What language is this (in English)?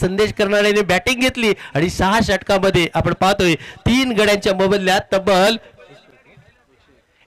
Marathi